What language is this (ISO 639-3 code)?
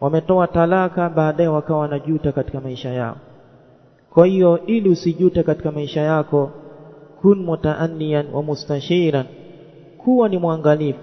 swa